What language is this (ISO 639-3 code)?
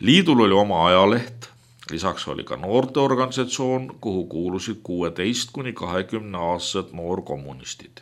est